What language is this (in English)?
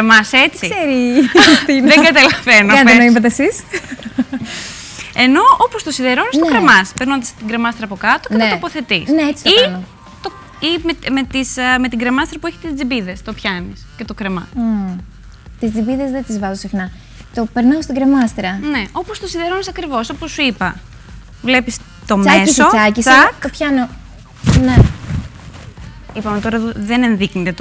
Greek